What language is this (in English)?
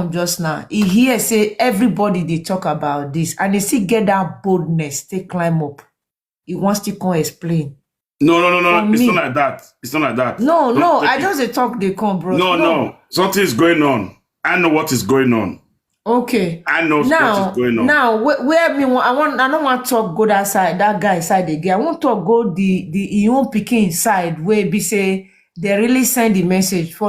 Nigerian Pidgin